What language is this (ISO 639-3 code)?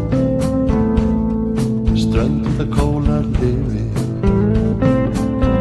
isl